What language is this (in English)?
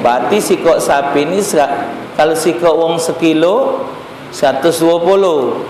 Musi